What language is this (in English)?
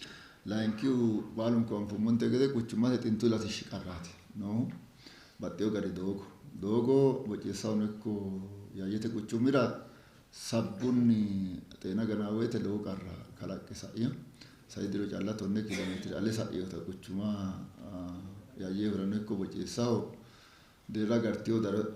Sidamo